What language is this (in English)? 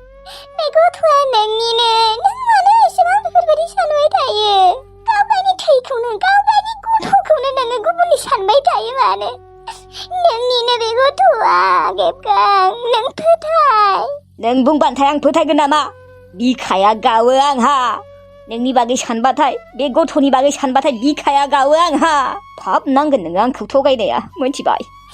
Bodo